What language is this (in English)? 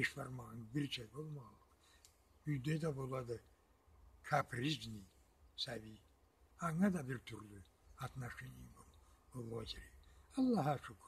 Karachay-Balkar